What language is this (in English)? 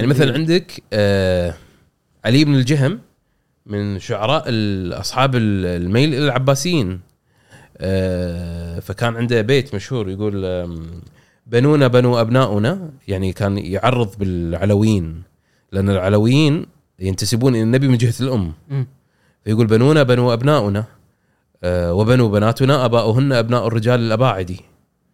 Gulf Arabic